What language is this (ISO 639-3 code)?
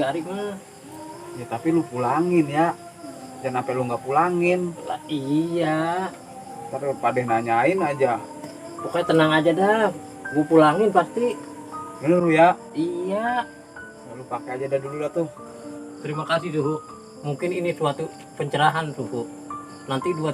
bew